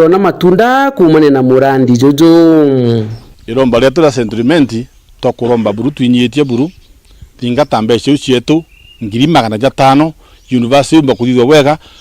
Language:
Meru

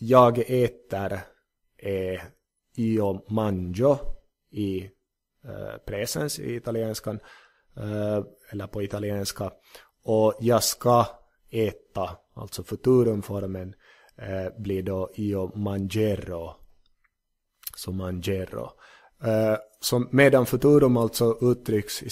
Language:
Swedish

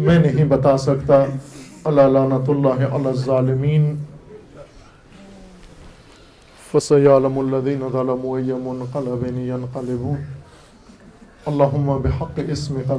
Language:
Urdu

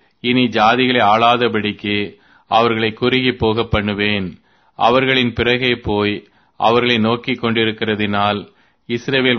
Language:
Tamil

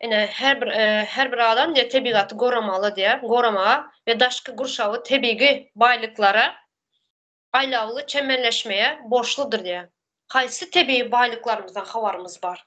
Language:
Turkmen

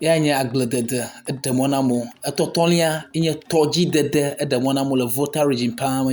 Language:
Ewe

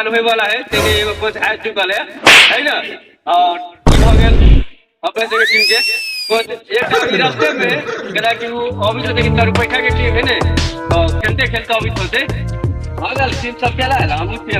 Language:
Maithili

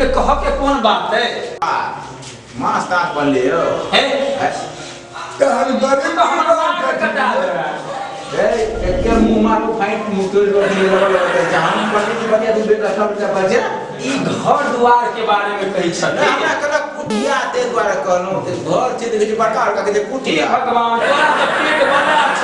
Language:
Maithili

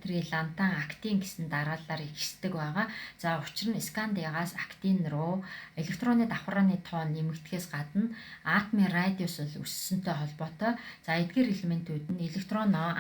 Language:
Mongolian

